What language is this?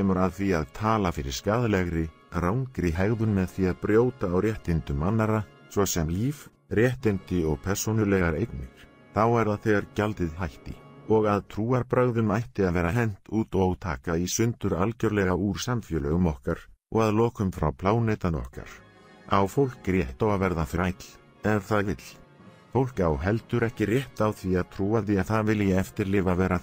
Icelandic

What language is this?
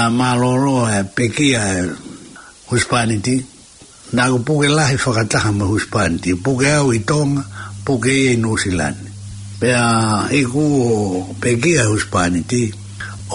Tongan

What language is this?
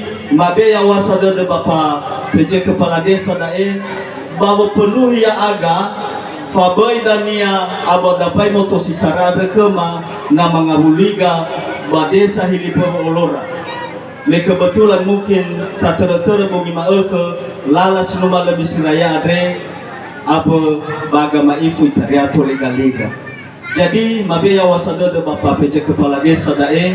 Nias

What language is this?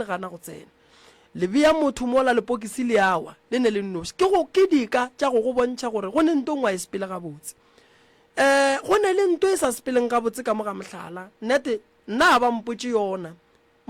Northern Sotho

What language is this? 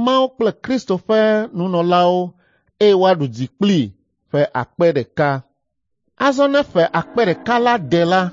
Ewe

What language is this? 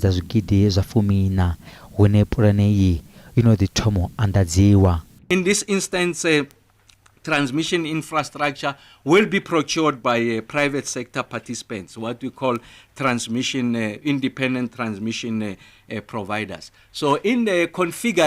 Venda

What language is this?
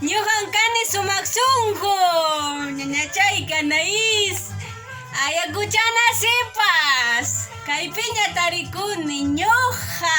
Ayacucho Quechua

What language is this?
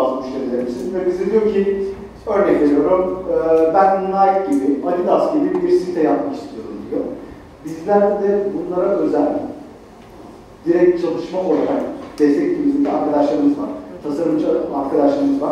Turkish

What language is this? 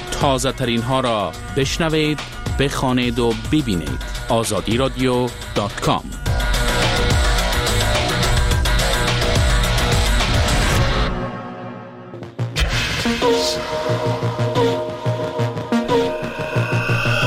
Persian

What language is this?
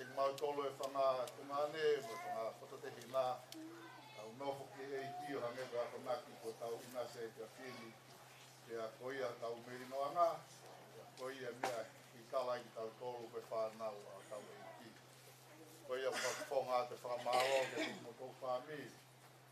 Tongan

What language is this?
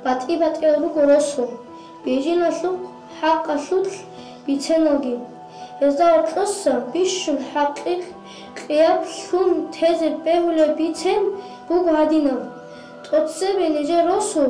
Avaric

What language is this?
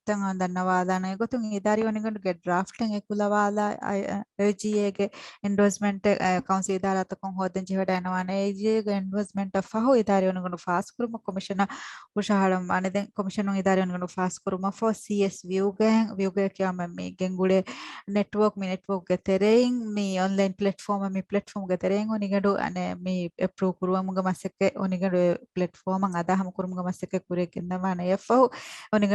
Divehi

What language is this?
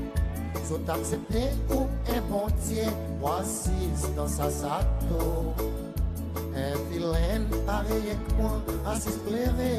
Seselwa Creole French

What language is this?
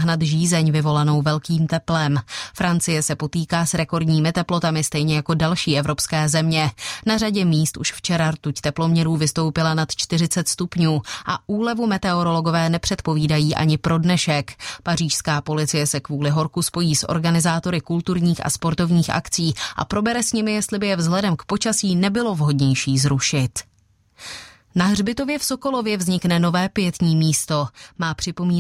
Czech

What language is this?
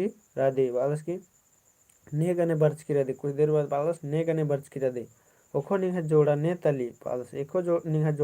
Kurukh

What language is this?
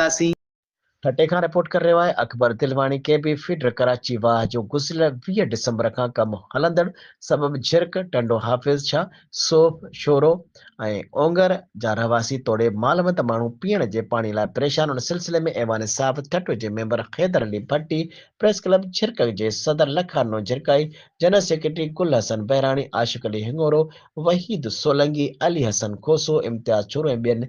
Sindhi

